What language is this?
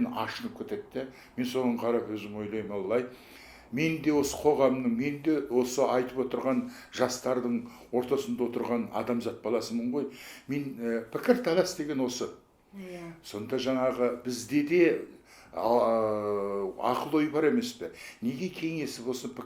Kazakh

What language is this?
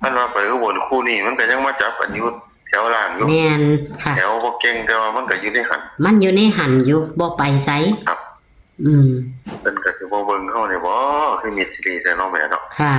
Northeastern Thai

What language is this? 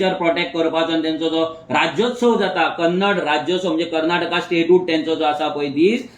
Konkani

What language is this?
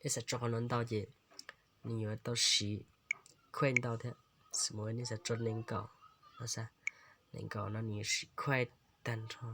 Hmong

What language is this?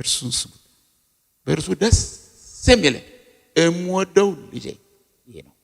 Amharic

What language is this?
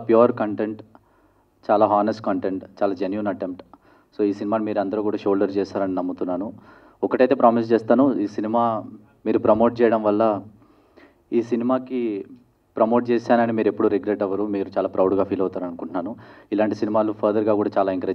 Telugu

